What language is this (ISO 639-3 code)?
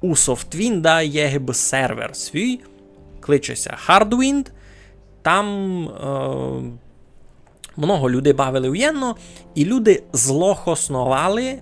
rue